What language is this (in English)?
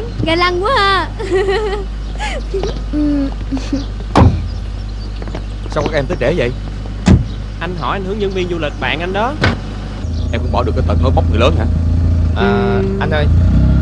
Vietnamese